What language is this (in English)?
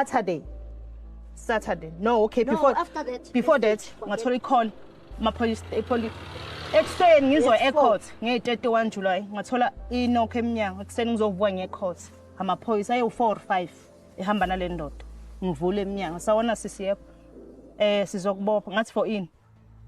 Zulu